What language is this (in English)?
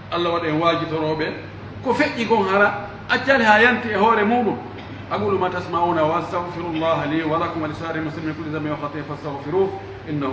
Pular